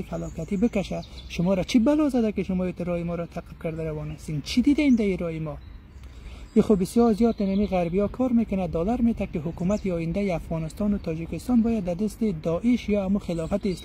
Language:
Persian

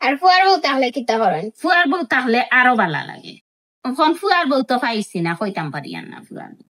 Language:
Sylheti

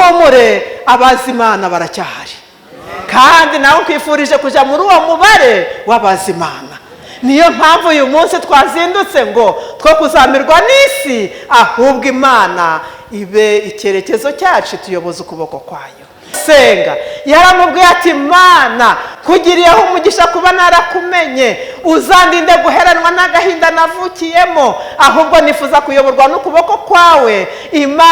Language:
Kinyarwanda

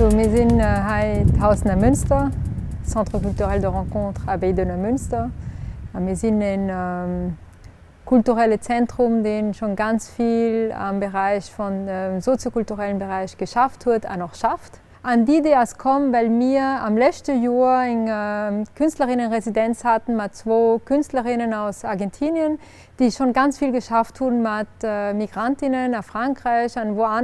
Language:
Luxembourgish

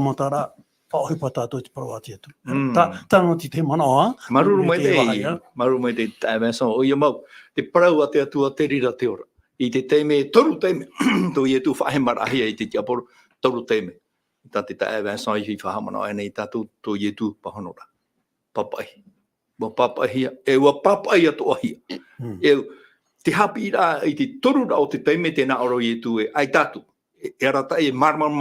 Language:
Tahitian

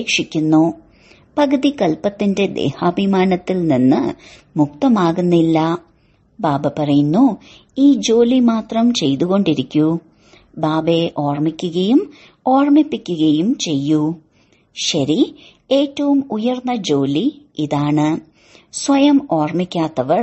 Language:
Malayalam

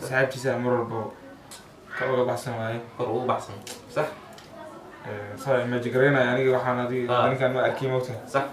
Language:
Somali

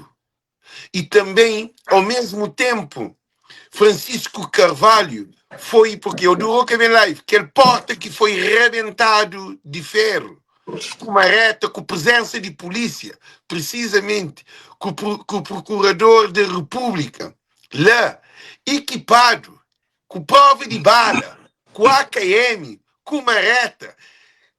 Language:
Kabuverdianu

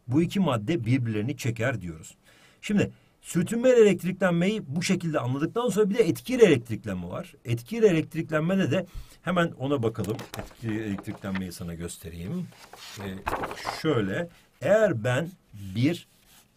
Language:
Turkish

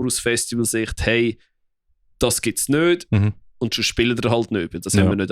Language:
Swiss German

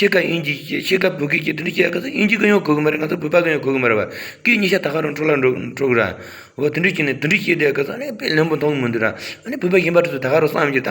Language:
Tibetan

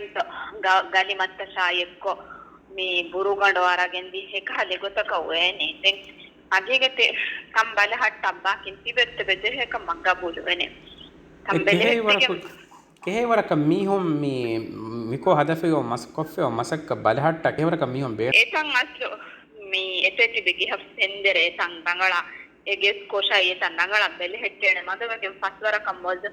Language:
Divehi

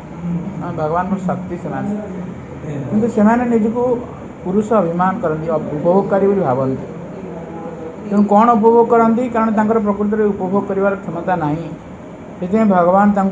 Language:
Odia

